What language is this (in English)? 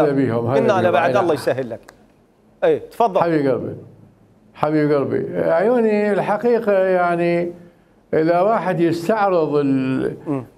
Mesopotamian Arabic